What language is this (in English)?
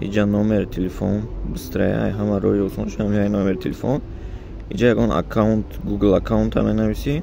Tajik